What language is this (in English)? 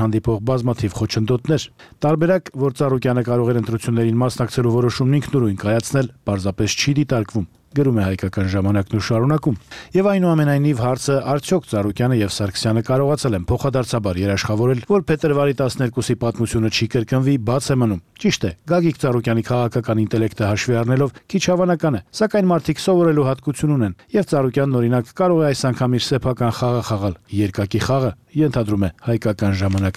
Armenian